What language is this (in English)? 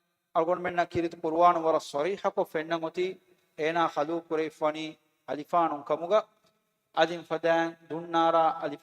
Divehi